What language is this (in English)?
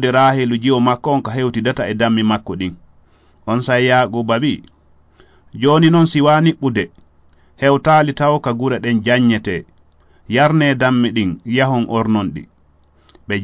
Fula